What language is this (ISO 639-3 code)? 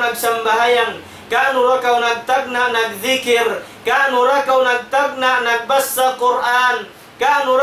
tsg